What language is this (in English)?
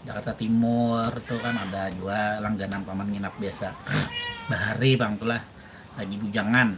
Banjar